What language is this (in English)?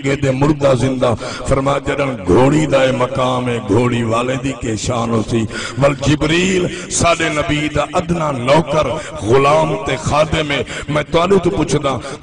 Saraiki